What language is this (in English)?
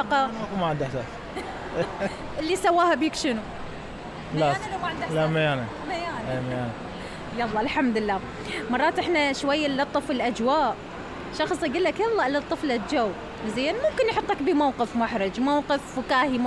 Mesopotamian Arabic